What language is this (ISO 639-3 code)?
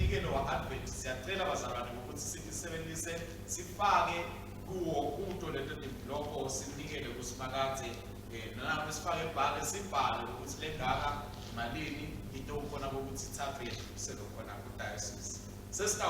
ssw